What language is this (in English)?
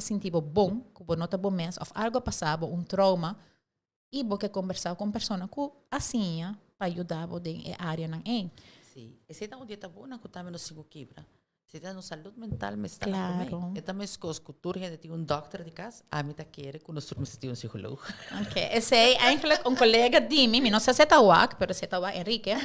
Papiamento